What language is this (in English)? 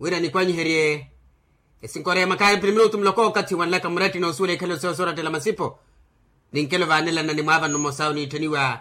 Makhuwa